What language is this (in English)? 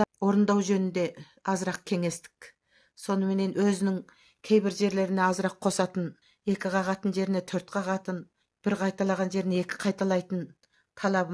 Kazakh